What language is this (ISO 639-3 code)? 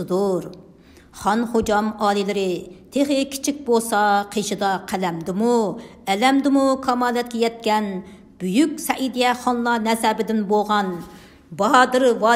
uig